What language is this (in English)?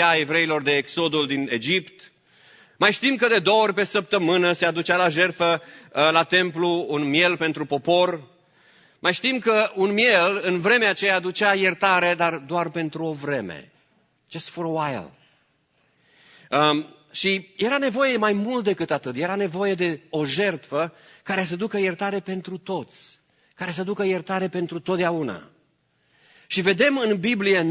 Romanian